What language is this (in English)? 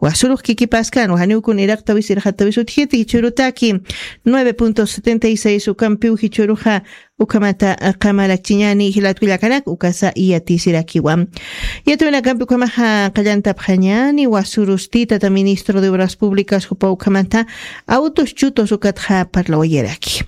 Aymara